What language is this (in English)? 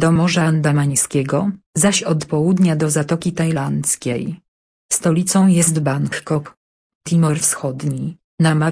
Polish